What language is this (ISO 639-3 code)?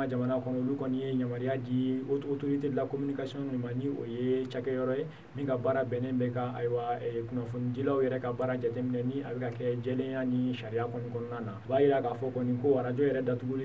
bam